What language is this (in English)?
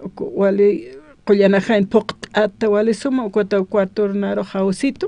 Aymara